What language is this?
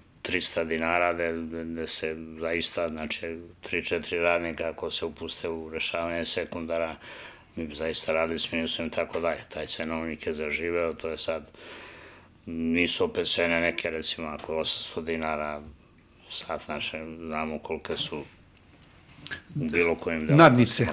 Serbian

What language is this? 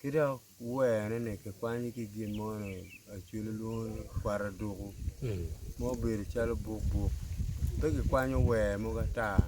Acoli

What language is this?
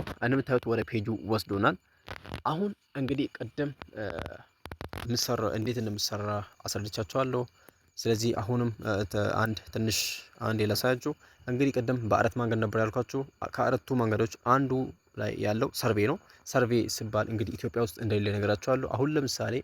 Amharic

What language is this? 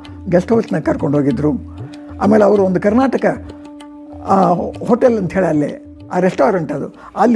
Kannada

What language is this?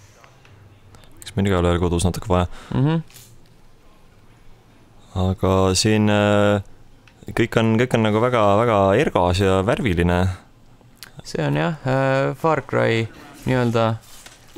Estonian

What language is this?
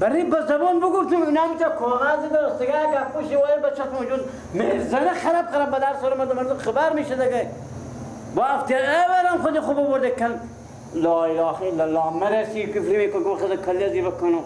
Persian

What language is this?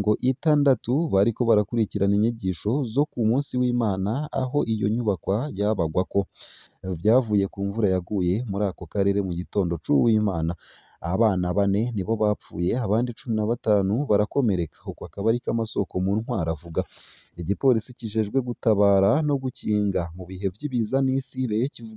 Rundi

